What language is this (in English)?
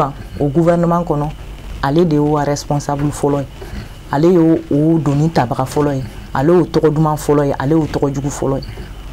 Bambara